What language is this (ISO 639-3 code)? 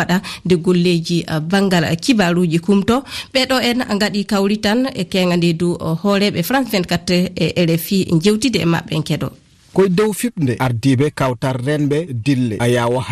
ful